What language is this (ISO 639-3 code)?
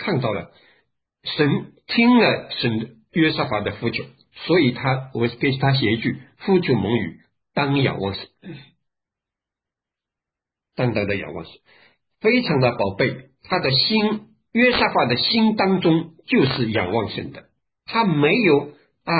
zho